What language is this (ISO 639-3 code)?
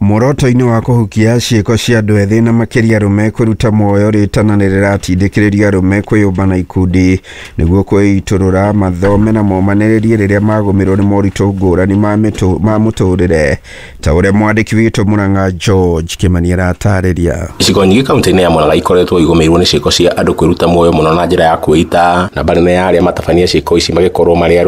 kik